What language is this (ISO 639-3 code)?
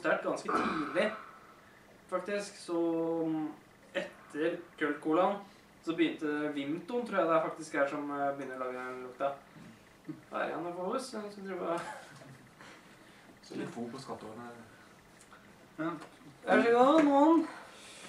nor